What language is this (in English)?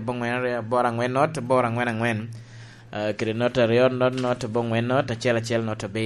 Lango (Uganda)